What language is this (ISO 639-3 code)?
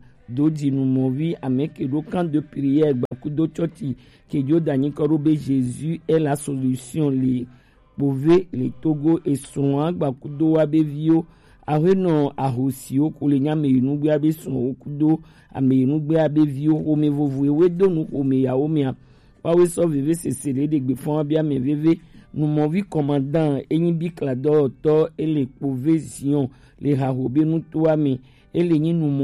gej